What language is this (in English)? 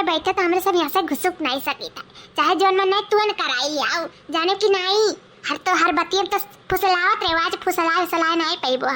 Awadhi